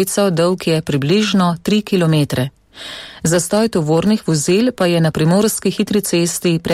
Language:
Slovenian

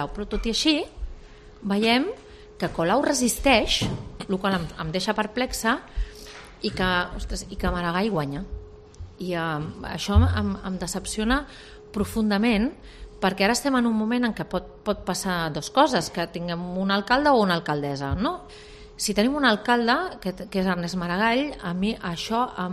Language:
Catalan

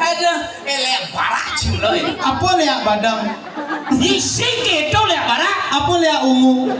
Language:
Balinese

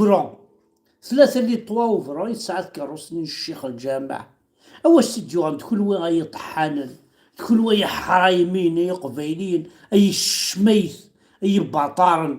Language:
Kabyle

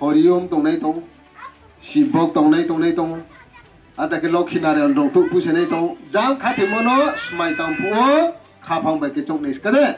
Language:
Riang (India)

